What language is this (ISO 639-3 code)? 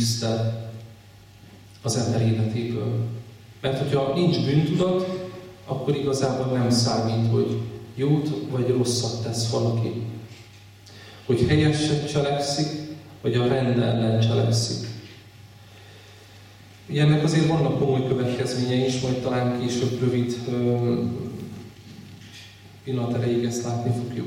hun